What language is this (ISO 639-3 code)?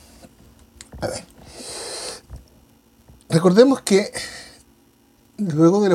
spa